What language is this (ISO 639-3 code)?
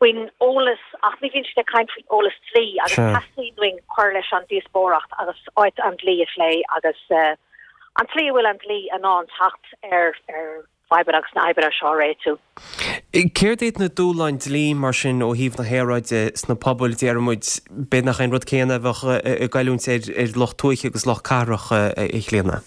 gle